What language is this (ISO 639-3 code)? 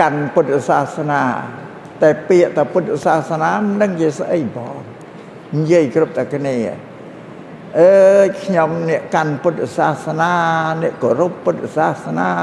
khm